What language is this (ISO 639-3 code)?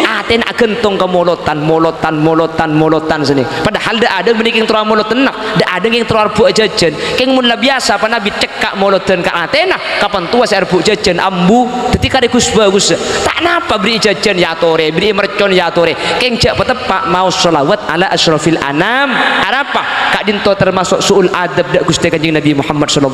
mad